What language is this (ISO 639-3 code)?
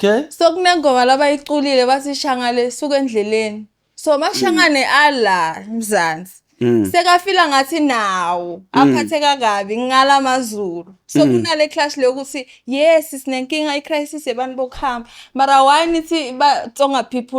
zul